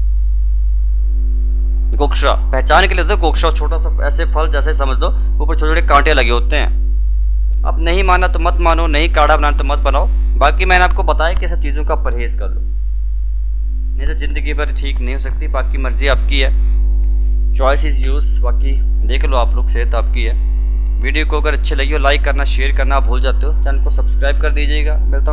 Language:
Hindi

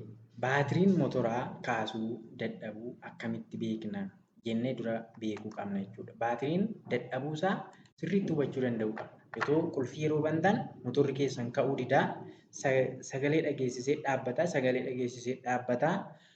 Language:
Oromo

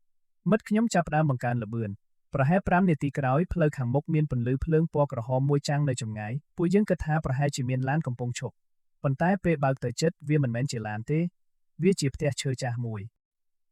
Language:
Khmer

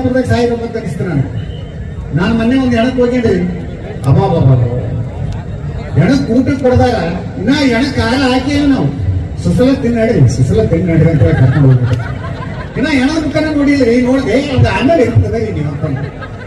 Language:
Kannada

